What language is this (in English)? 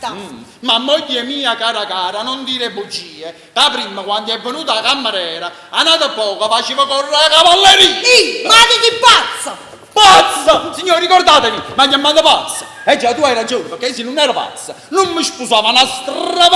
Neapolitan